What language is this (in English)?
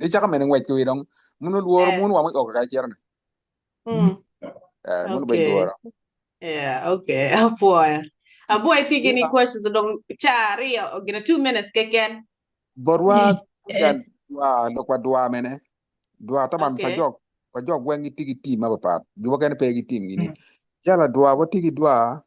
Acoli